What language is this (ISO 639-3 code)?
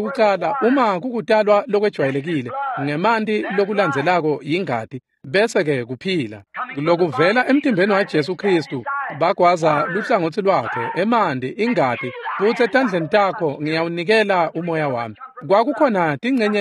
ssw